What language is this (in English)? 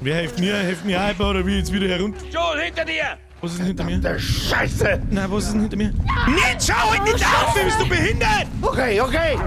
Bavarian